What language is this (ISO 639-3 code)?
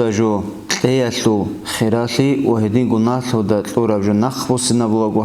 ava